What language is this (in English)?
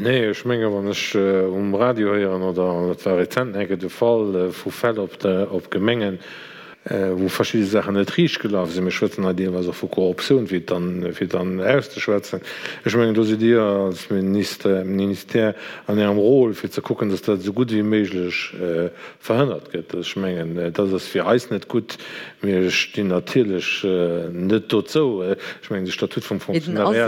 Luxembourgish